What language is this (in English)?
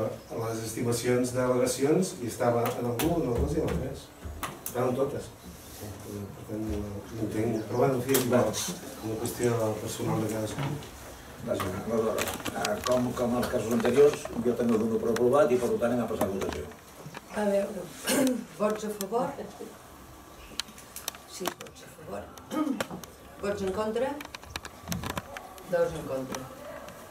Catalan